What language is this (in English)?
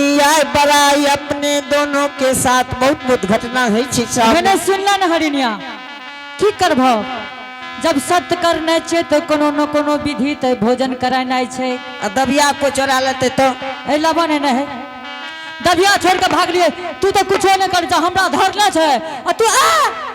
Angika